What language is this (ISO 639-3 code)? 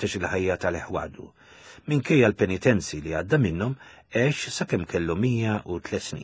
mlt